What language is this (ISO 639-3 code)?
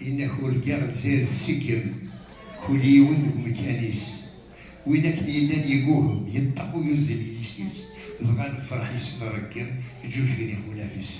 kab